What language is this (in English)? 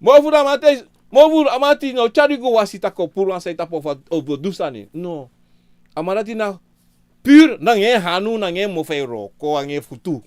Sranan Tongo